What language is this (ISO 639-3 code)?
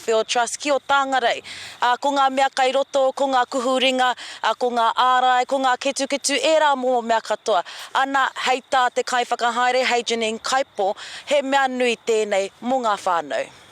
mri